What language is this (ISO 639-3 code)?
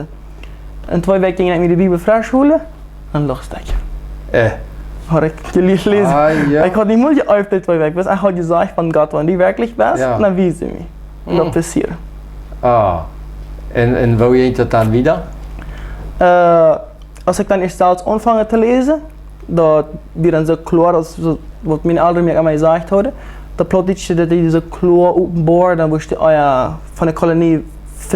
pdt